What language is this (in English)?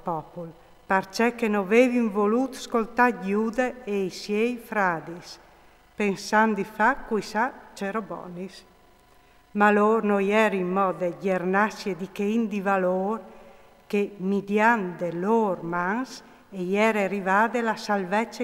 Friulian